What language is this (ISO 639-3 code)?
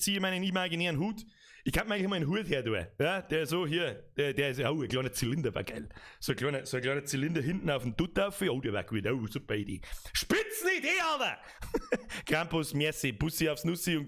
bar